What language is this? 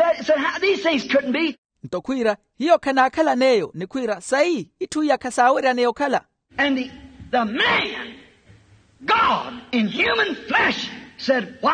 Makhuwa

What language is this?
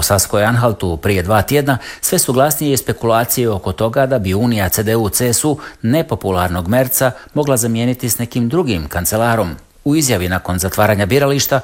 Croatian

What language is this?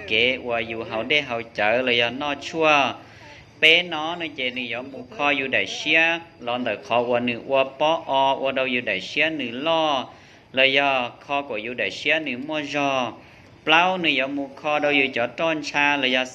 Hmong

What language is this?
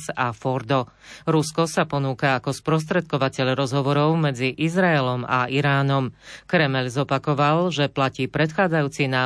Slovak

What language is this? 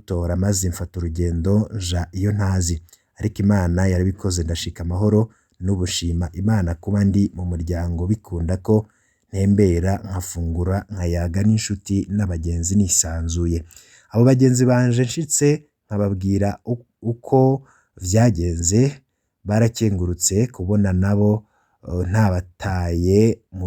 Rundi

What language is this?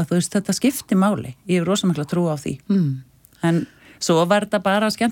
Icelandic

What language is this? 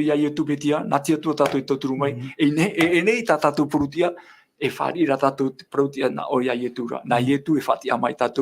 Tahitian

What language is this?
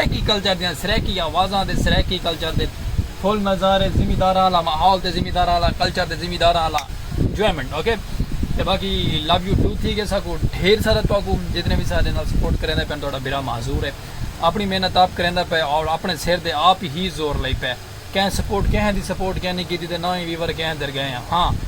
Saraiki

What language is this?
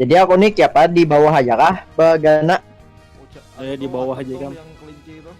Banjar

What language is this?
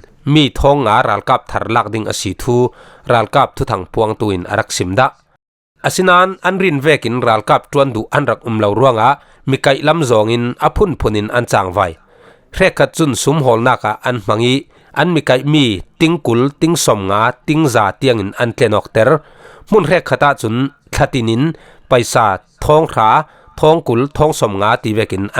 Falam Chin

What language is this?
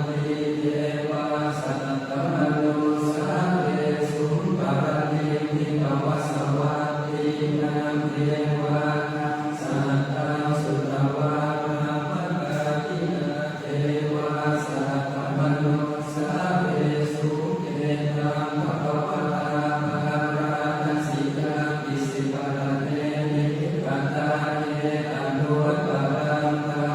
Pali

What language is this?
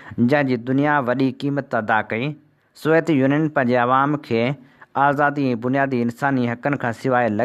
Sindhi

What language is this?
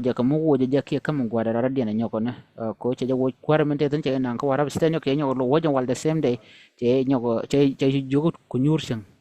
Nuer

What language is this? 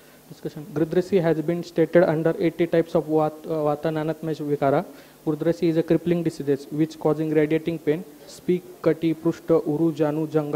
English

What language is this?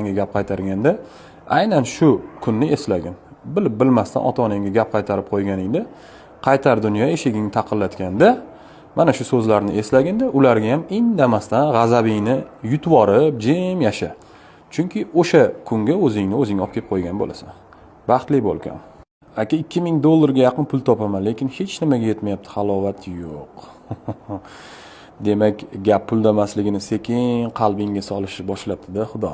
Uzbek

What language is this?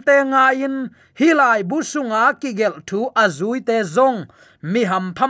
Tedim Chin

